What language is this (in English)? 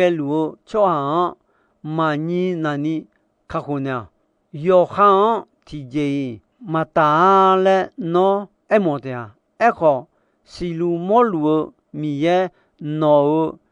Akha